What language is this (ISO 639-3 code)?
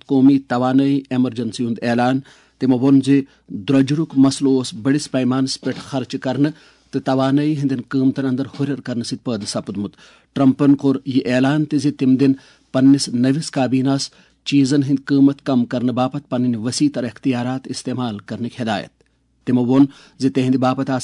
kas